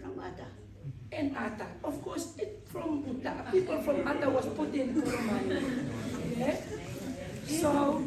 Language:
Tongan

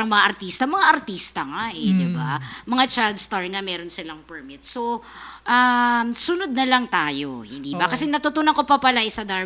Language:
Filipino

